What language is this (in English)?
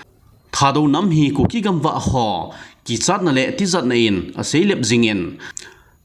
Thado Chin